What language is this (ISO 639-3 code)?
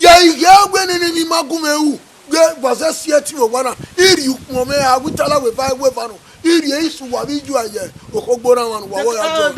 bin